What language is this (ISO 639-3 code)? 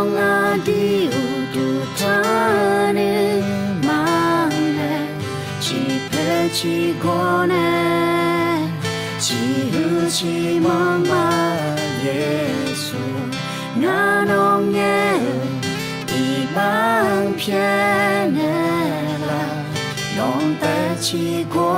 ahk